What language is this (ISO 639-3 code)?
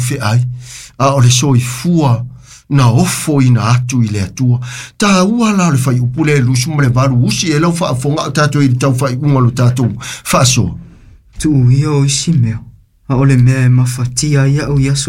smo